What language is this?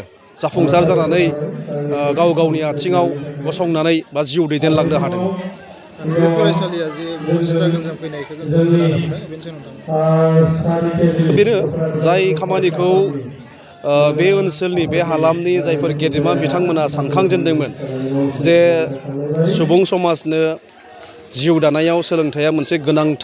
Bodo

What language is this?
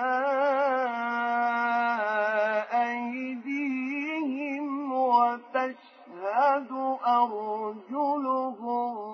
Arabic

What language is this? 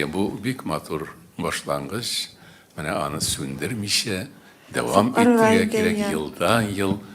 Tatar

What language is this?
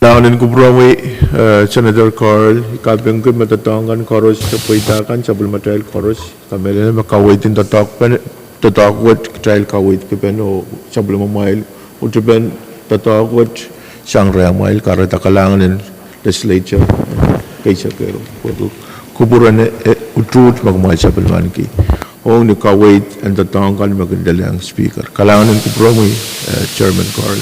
Pohnpeian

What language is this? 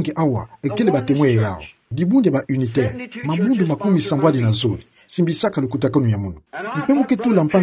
Kituba (Democratic Republic of Congo)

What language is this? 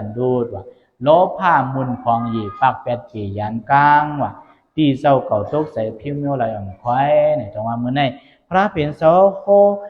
Shan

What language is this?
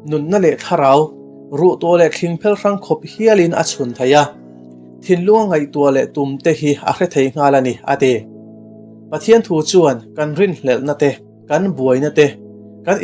Mizo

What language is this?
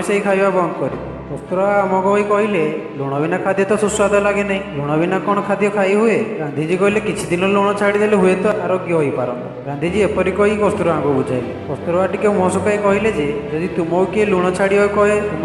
Odia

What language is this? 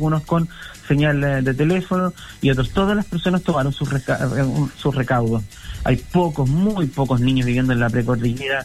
Spanish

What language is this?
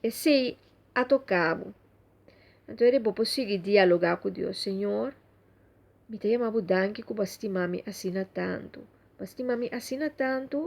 Papiamento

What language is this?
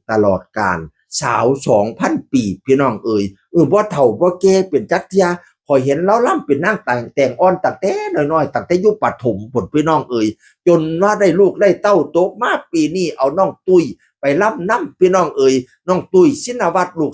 Northeastern Thai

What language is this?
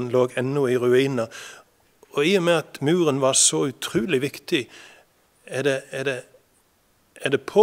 Norwegian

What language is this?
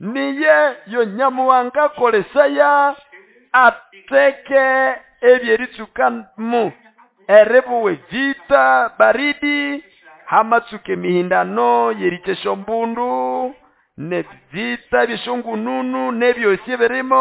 Nande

